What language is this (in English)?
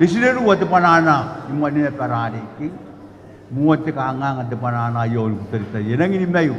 Gilbertese